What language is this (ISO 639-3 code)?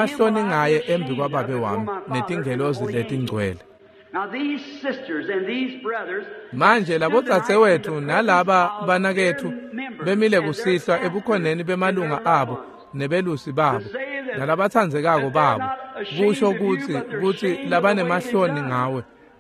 ssw